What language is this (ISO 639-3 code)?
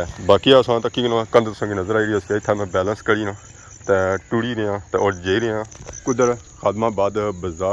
phr